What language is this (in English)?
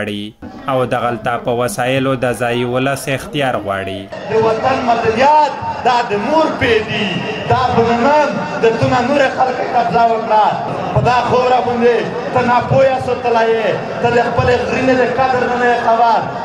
Pashto